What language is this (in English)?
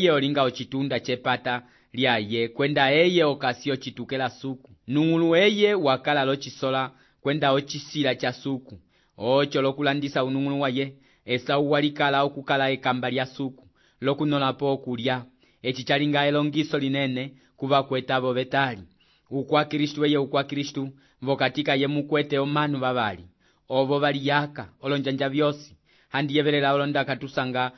Umbundu